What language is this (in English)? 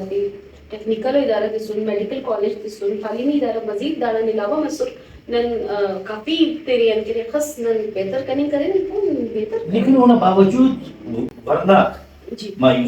Brahui